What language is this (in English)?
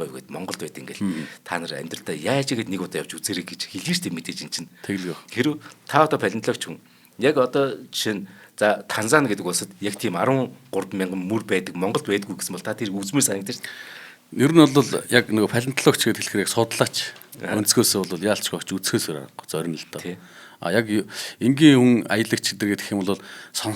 Mongolian